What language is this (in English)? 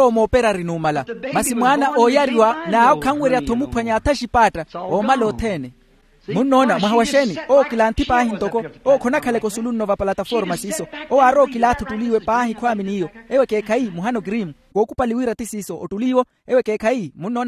Makhuwa